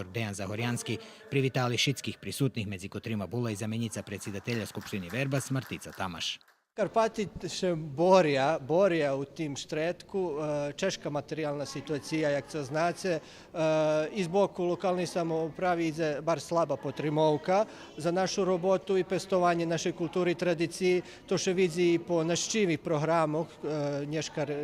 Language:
Rusyn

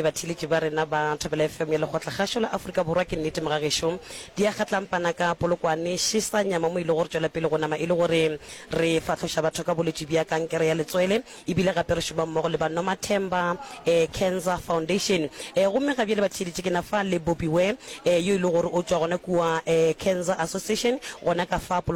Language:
Northern Sotho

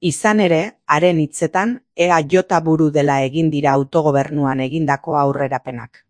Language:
Basque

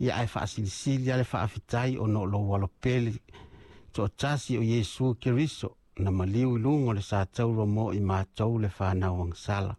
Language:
Samoan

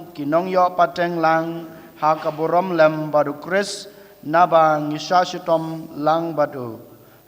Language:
Khasi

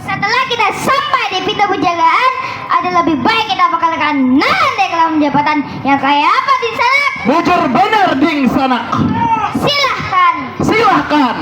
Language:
Banjar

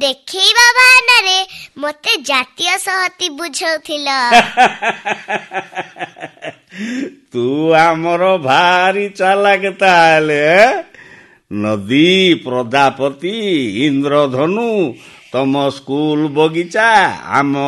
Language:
Odia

